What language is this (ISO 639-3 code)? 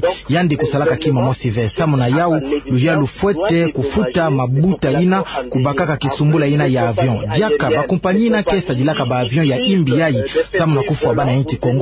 ktu